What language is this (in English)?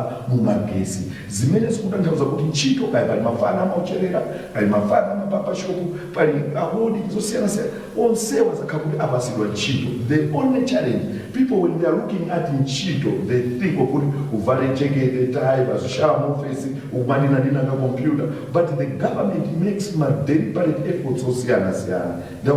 Nyanja